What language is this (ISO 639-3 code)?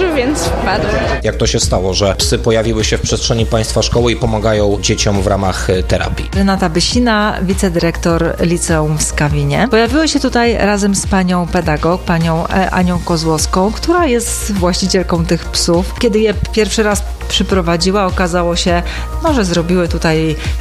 pol